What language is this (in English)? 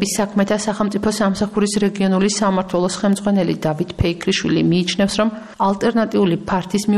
Georgian